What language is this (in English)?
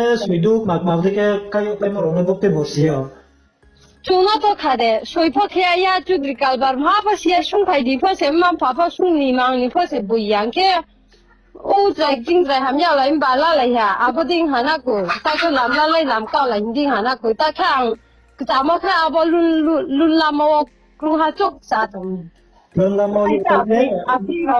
Riang (India)